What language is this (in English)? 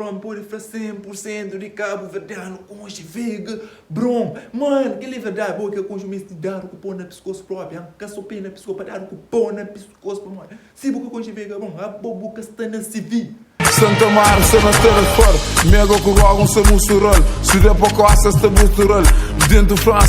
Kabuverdianu